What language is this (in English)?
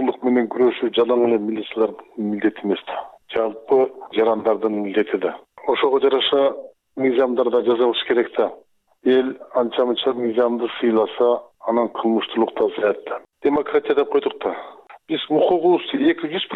Kyrgyz